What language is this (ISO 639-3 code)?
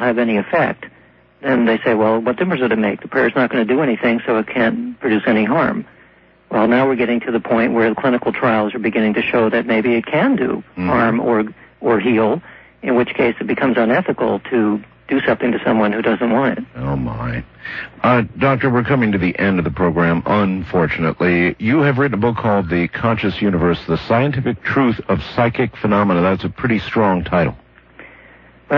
eng